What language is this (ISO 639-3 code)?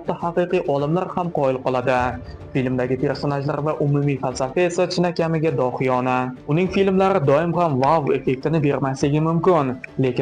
uzb